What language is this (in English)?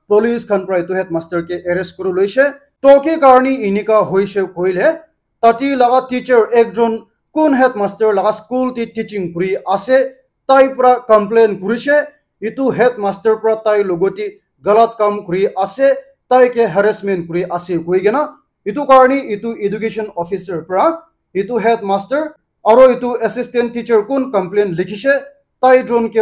Naga Pidgin